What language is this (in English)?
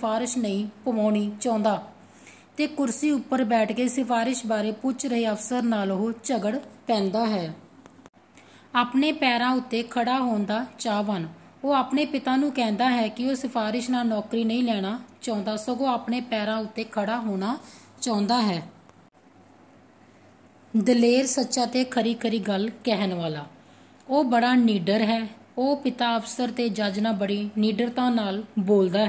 Punjabi